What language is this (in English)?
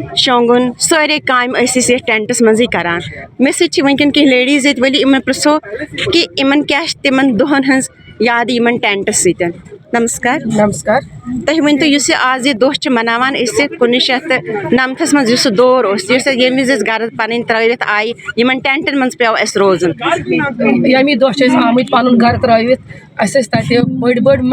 Kashmiri